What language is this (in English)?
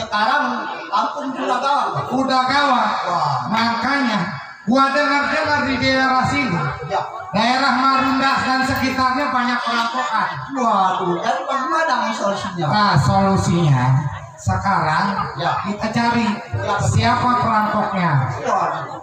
Betawi